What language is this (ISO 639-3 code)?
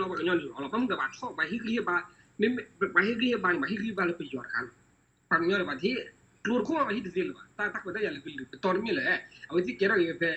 ksw